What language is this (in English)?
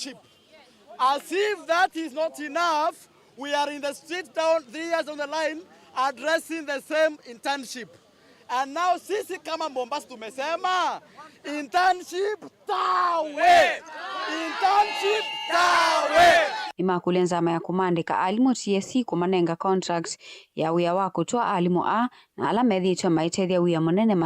Kamba